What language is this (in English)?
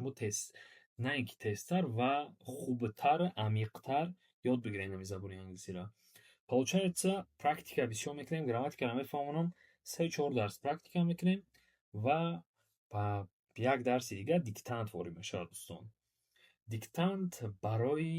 Tajik